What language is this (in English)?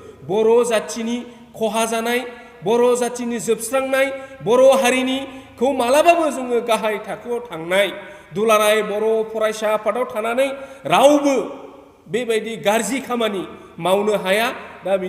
Bodo